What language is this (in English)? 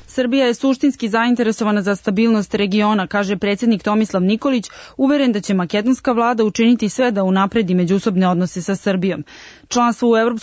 Serbian